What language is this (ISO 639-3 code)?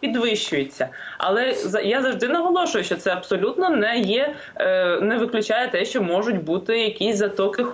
ukr